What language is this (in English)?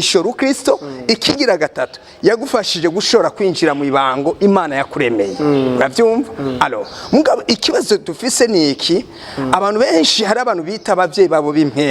Rundi